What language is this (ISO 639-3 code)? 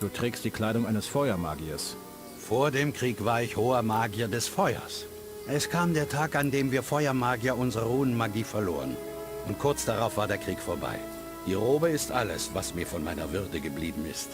bar